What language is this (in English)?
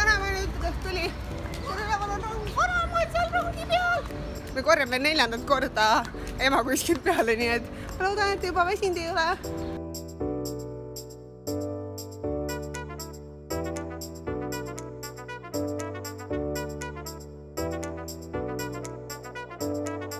Estonian